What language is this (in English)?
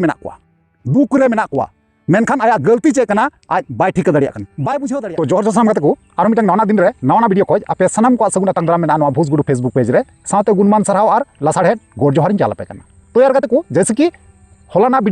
Santali